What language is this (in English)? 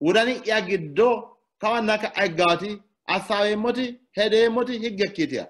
Sidamo